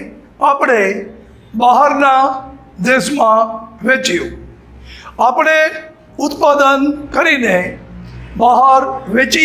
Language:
Gujarati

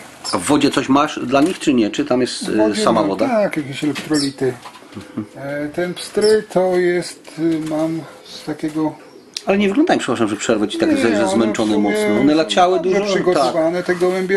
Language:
Polish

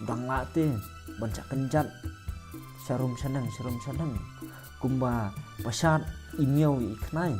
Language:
Khasi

